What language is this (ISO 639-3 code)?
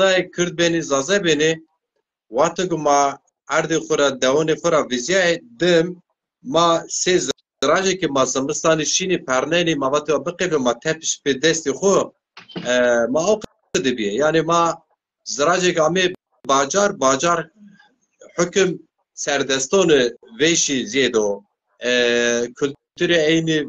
zza